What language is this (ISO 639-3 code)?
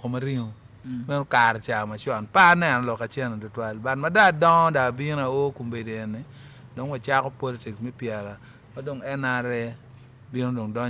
ach